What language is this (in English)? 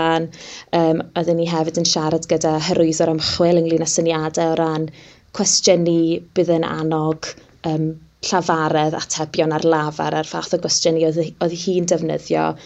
Welsh